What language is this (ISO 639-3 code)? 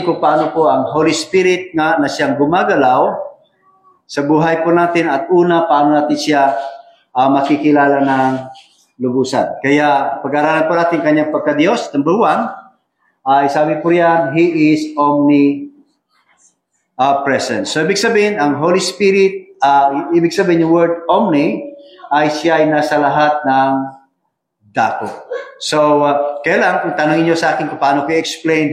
fil